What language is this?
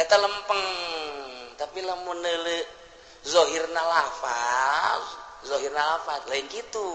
Sundanese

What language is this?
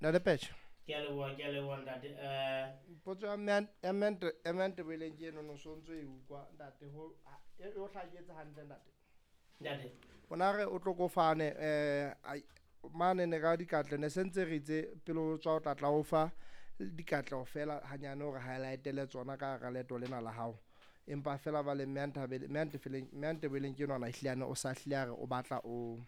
Southern Sotho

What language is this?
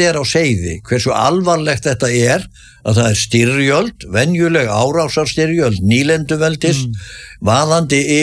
Icelandic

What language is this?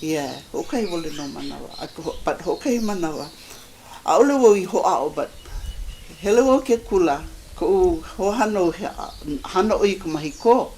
Hawaiian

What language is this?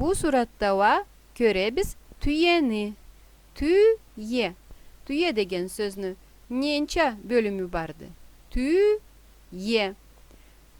Karachay-Balkar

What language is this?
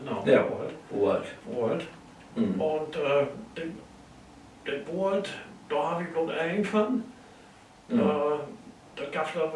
Low German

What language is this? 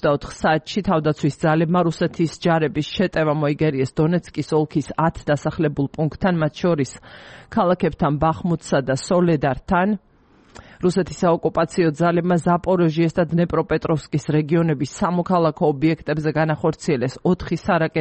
Georgian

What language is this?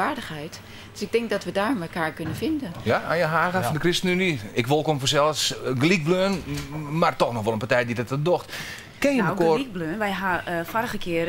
Western Frisian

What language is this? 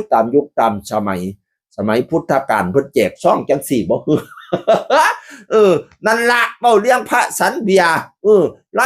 Northeastern Thai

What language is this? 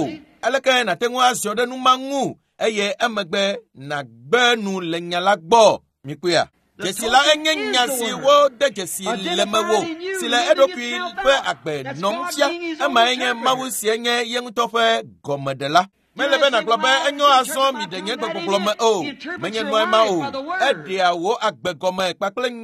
Ewe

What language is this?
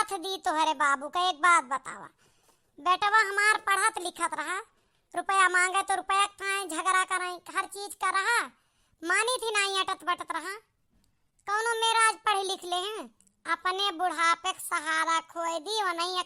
Awadhi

